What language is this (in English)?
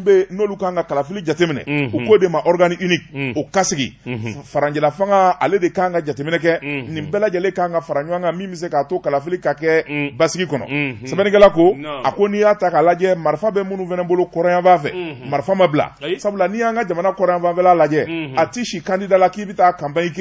Bambara